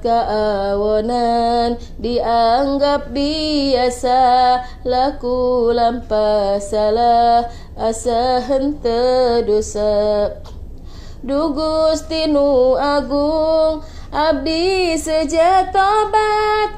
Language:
Sundanese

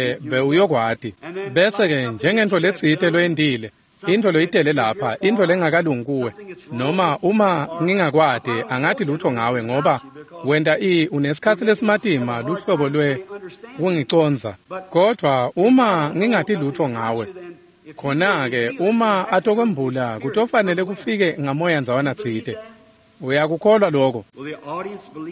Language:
Swati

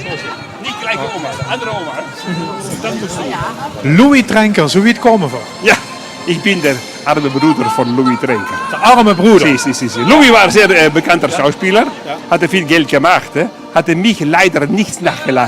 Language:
Limburgish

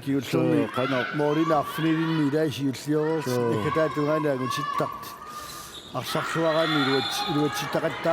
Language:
Kalaallisut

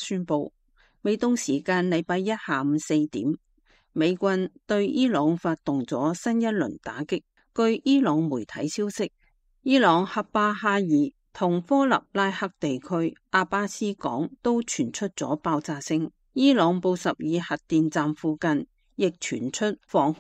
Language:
Cantonese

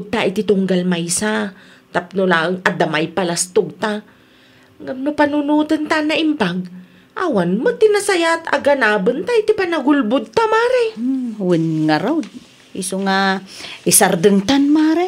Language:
Iloko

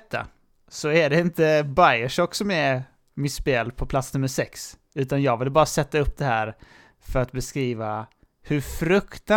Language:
Swedish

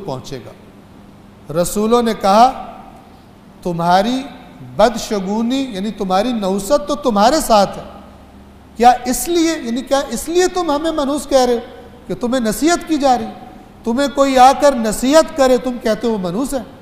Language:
Urdu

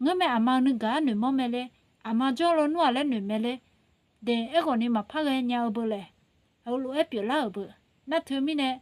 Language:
Akha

